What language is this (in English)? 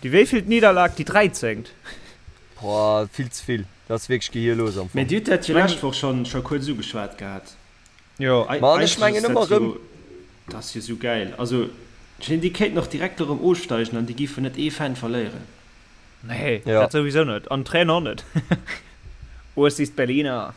Luxembourgish